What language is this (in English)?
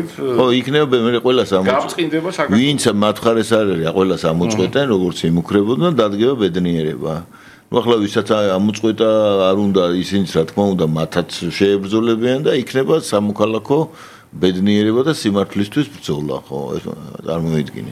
Georgian